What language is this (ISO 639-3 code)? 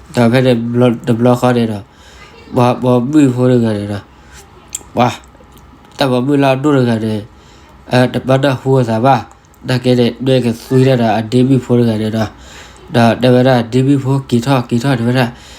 ksw